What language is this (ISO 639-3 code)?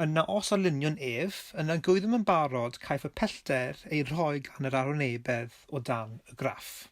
cym